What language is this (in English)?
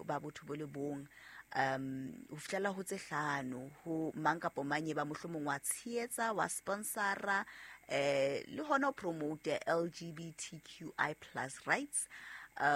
Southern Sotho